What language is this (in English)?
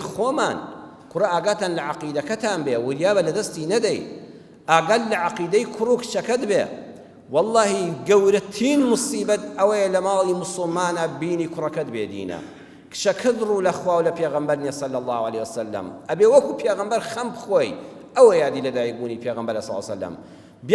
Central Kurdish